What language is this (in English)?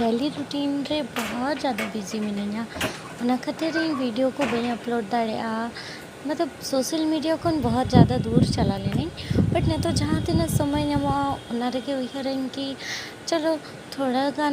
Santali